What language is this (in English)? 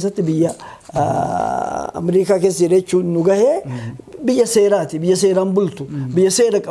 Oromo